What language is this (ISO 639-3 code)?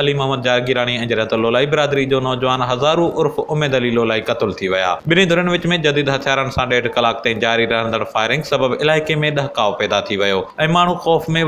snd